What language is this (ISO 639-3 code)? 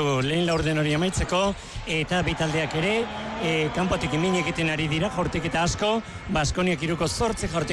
eus